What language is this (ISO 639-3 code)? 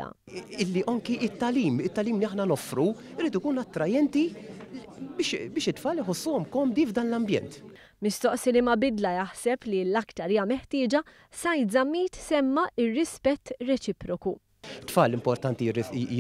mlt